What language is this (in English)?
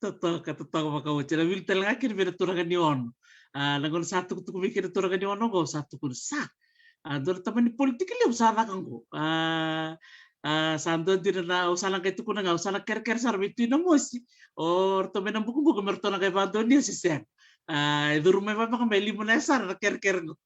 Fijian